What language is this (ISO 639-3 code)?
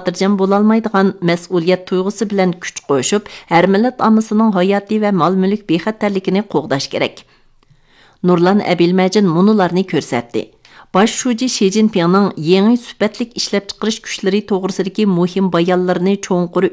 uig